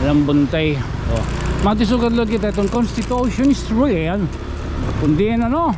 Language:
Waray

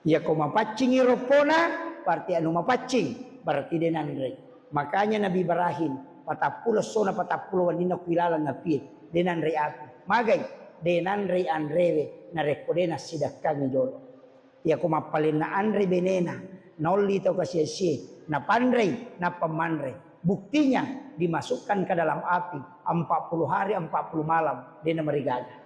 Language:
Buginese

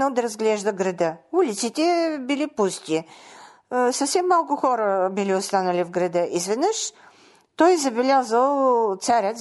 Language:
Bulgarian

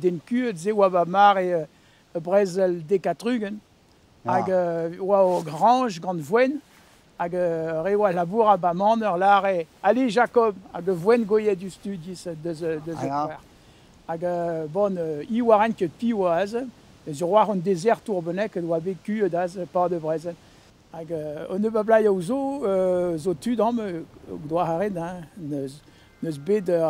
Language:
Breton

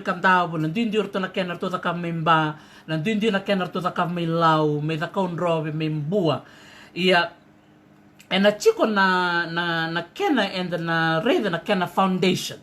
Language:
Fijian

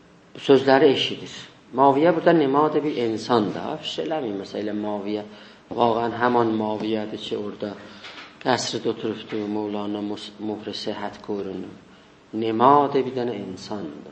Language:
South Azerbaijani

